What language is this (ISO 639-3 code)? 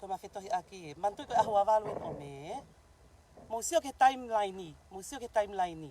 ton